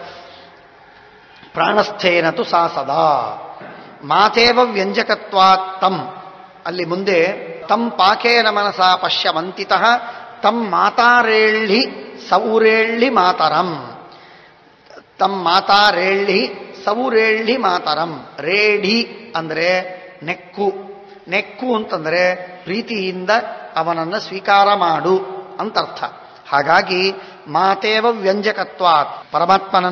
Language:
Kannada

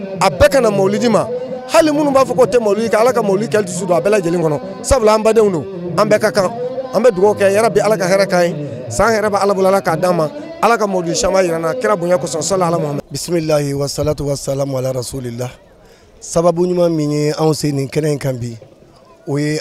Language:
Bambara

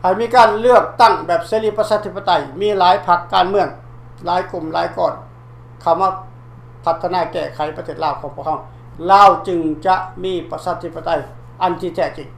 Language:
Lao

